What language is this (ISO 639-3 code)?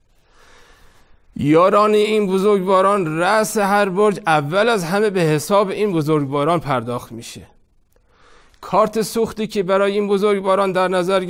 fas